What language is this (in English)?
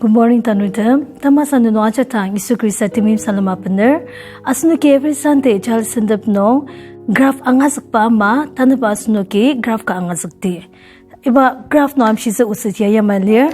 Ao Naga